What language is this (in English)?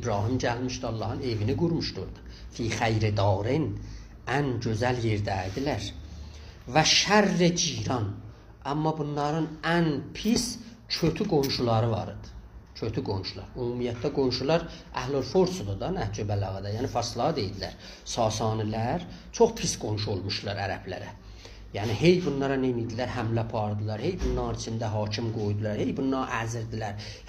South Azerbaijani